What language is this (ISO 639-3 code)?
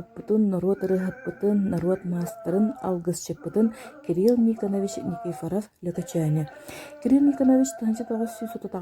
sah